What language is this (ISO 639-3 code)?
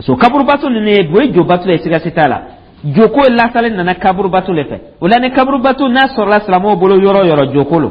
dyu